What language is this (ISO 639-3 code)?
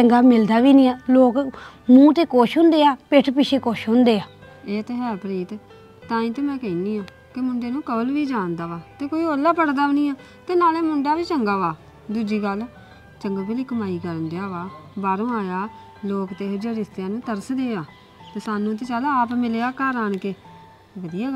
pan